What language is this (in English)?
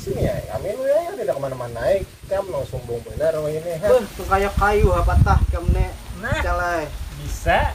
Banjar